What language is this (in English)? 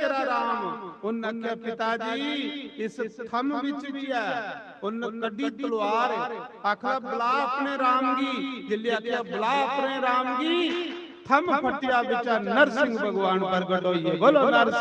Dogri